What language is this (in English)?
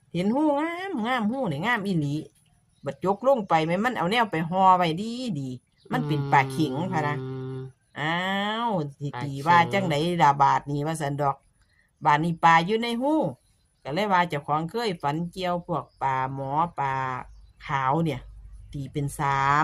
Northeastern Thai